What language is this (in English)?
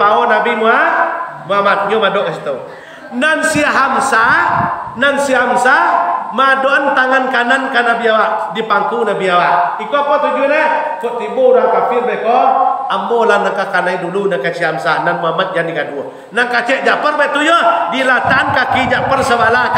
Minangkabau